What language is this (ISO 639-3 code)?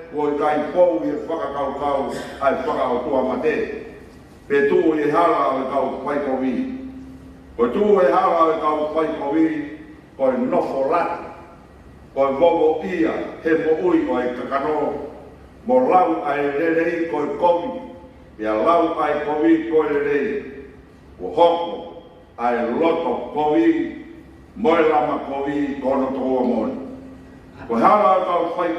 ton